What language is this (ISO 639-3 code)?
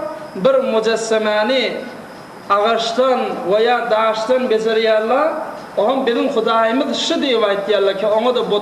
tuk